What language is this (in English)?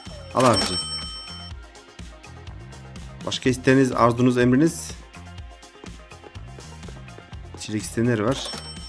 Turkish